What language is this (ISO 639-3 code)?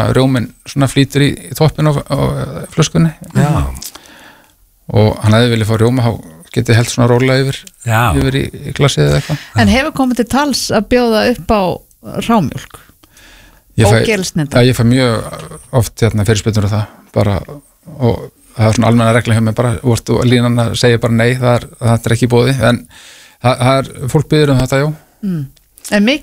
isl